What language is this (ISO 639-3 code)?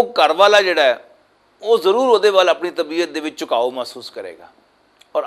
lah